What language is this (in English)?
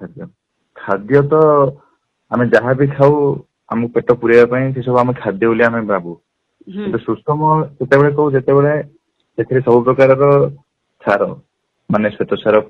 Odia